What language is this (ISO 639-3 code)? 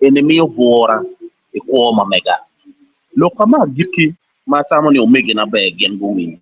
ach